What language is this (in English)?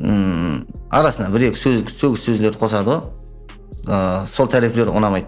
Kara-Kalpak